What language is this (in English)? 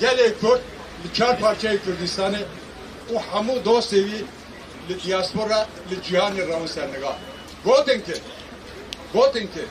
Kurdish